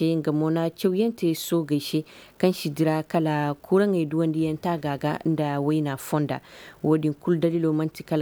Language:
Koyraboro Senni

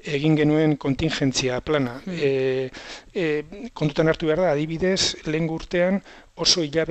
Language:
Basque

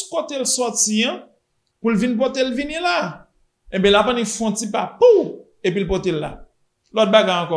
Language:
Haitian Creole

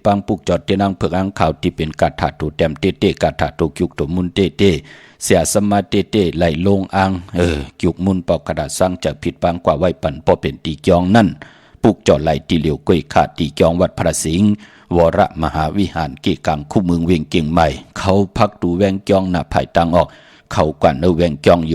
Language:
Shan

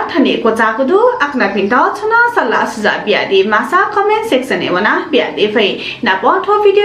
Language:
Newari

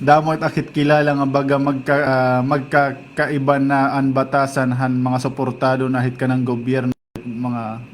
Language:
Waray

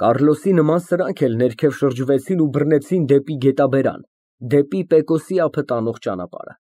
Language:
Armenian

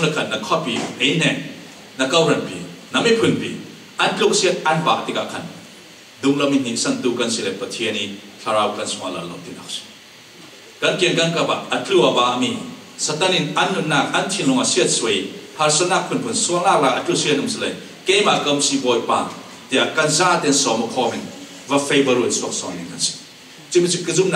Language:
Falam Chin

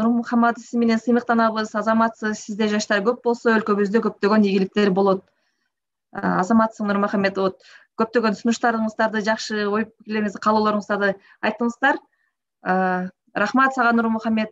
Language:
Kyrgyz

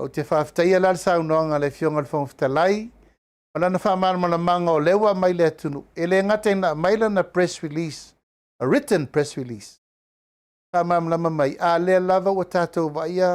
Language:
Samoan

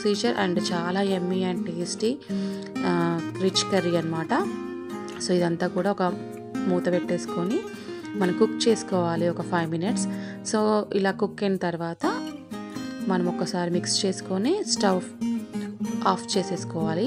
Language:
Telugu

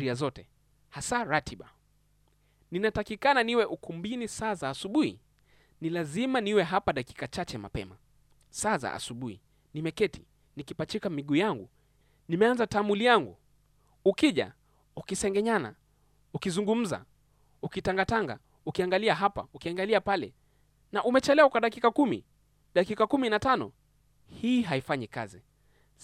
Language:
Swahili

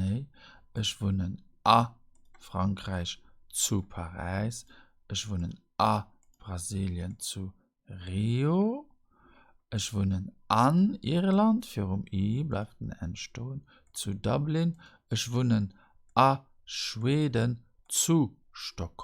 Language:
Luxembourgish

